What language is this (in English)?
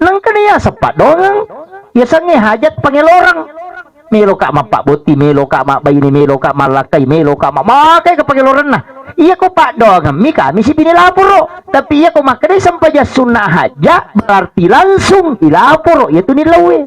Buginese